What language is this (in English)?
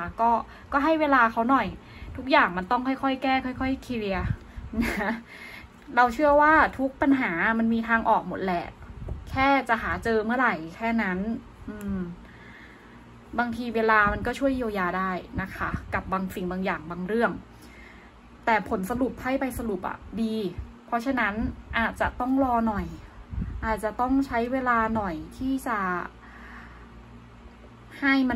Thai